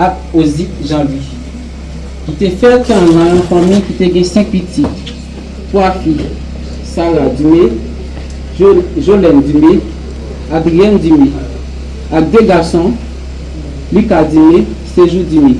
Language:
Haitian Creole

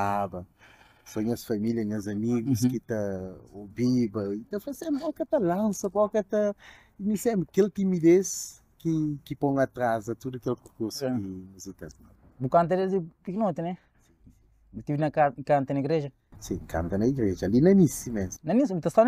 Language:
Kabuverdianu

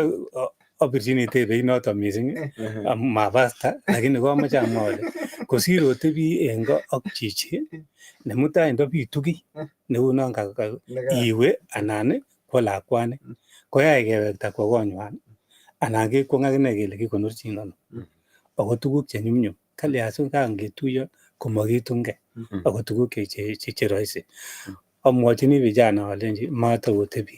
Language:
Kalenjin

